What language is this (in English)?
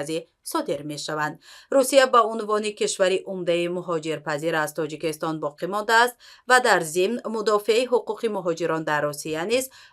Tajik